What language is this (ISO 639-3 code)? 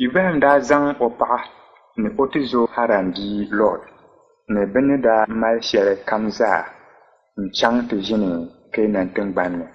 dag